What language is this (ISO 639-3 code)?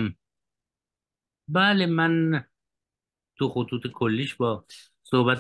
fas